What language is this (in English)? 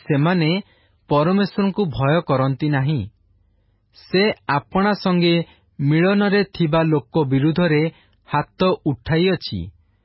Odia